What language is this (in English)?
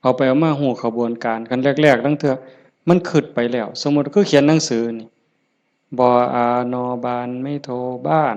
Northeastern Thai